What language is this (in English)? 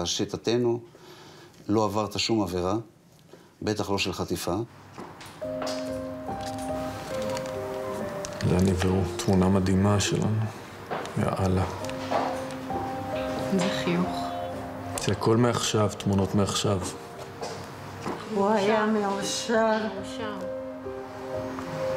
Hebrew